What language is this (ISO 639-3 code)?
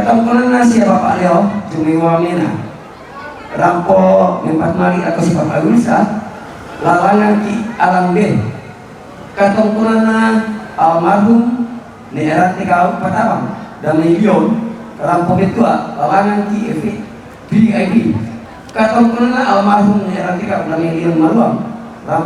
sda